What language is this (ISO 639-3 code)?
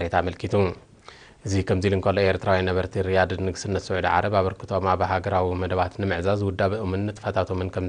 tir